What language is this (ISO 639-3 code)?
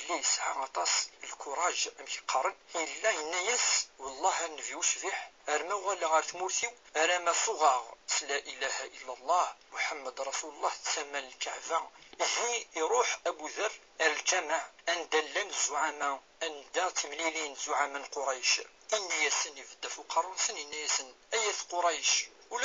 kab